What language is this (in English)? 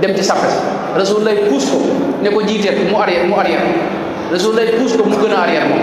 Wolof